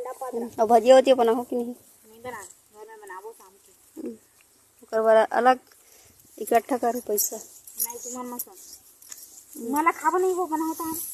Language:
Chhattisgarhi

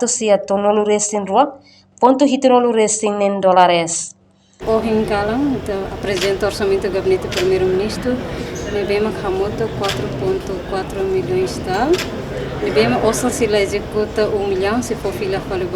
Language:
Tetum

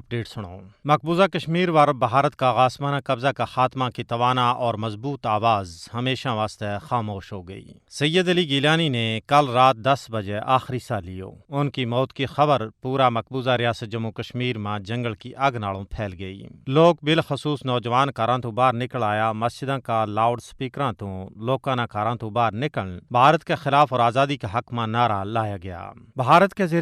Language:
Gujari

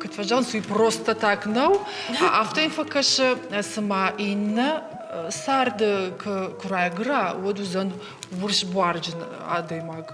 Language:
Ossetic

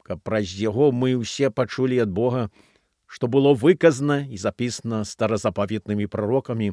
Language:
Belarusian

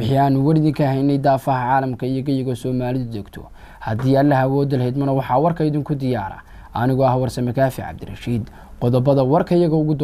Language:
Somali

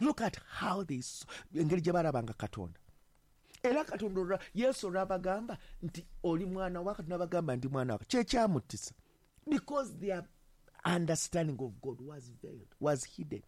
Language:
Ganda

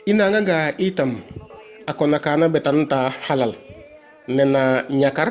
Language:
Serer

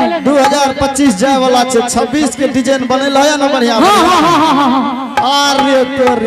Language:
Angika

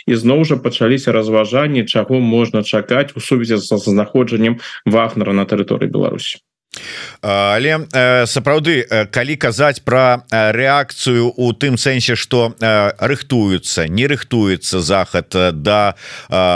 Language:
Belarusian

